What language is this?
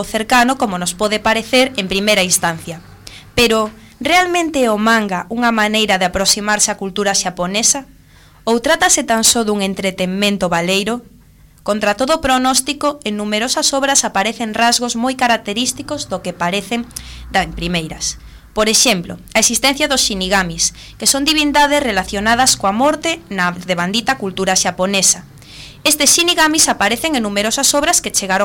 Galician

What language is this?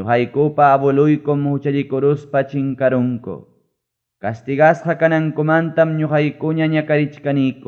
Ayacucho Quechua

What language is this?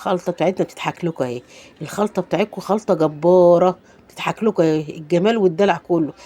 Egyptian Arabic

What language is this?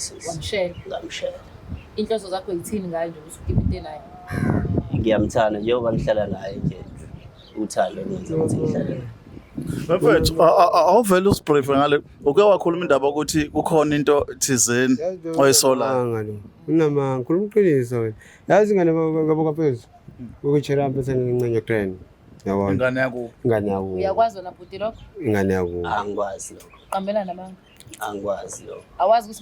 Zulu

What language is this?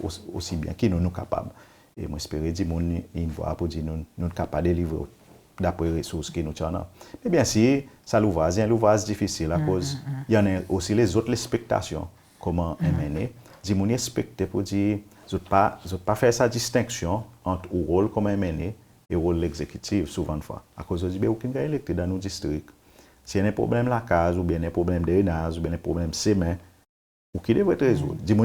Seselwa Creole French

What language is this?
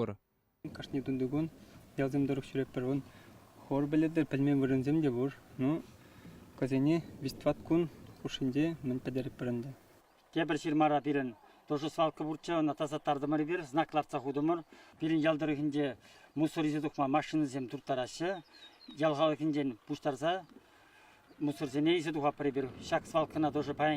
Chuvash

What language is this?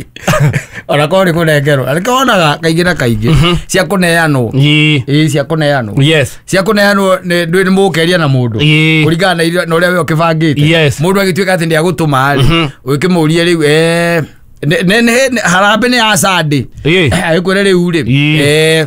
Kikuyu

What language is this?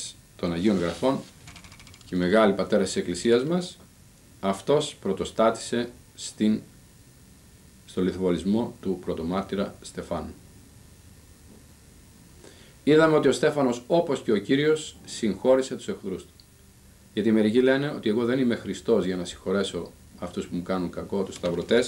Greek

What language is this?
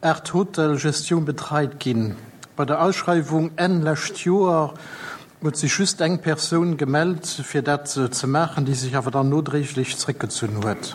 Luxembourgish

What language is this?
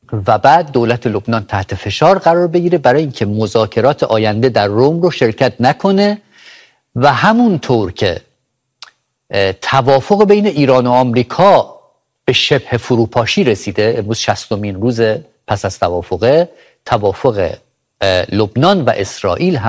Persian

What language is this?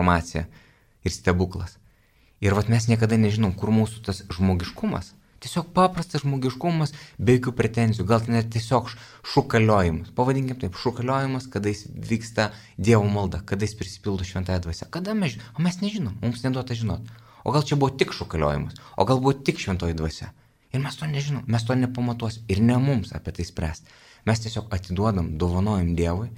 Lithuanian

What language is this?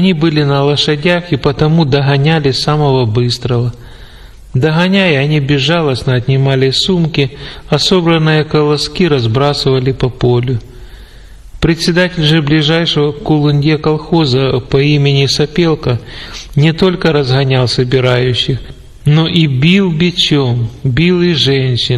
Russian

